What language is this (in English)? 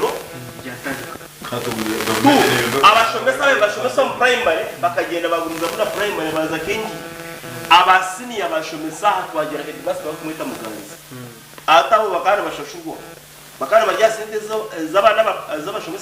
Nyankole